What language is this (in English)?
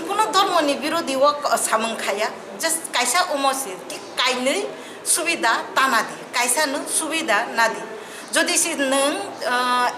Kok Borok